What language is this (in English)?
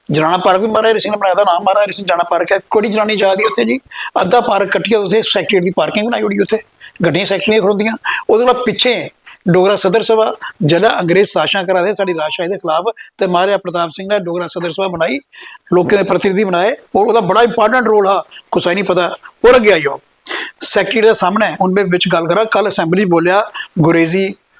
Dogri